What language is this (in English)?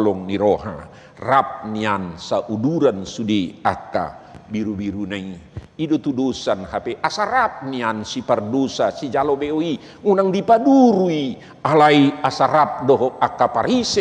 Batak Toba